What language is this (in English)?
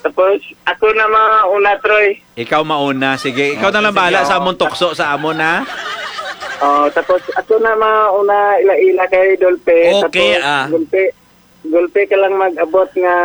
Hiligaynon